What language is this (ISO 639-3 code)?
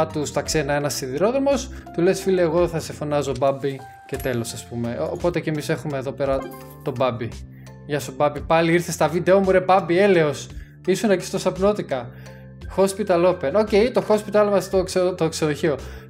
ell